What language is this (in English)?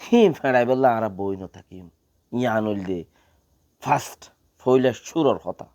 Rohingya